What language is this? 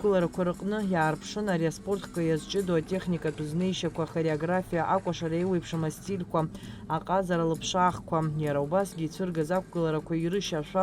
Abkhazian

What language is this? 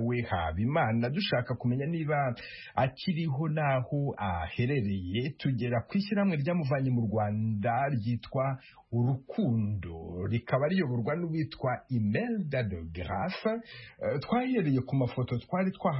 Kinyarwanda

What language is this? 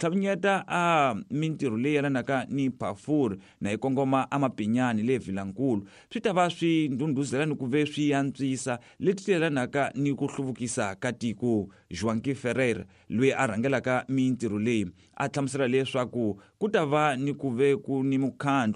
Tsonga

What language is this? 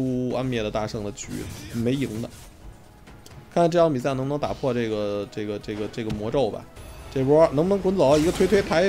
Chinese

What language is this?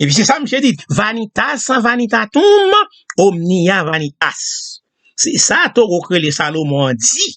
Haitian Creole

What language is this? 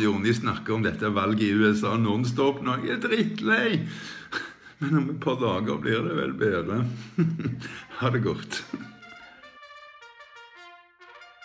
Norwegian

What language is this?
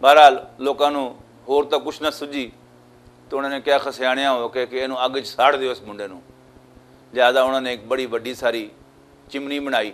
Western Panjabi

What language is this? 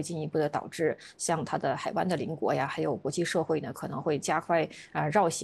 Chinese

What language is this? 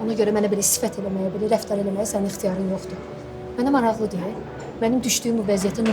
Azerbaijani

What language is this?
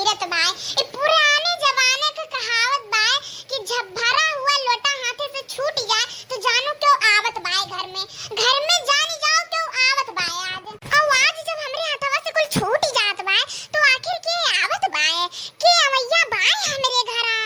Awadhi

